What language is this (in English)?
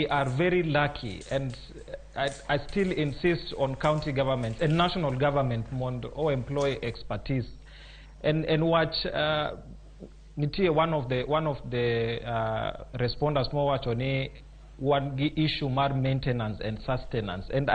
Luo (Kenya and Tanzania)